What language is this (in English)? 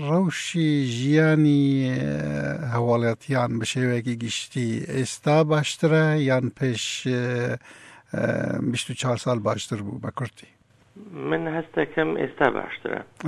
Central Kurdish